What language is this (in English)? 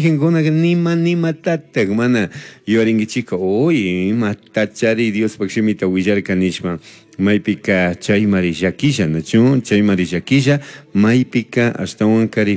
Chimborazo Highland Quichua